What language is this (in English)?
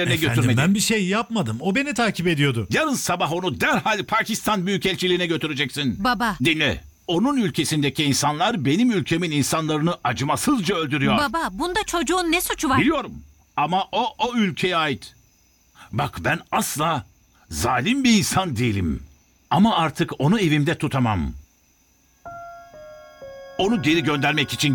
Turkish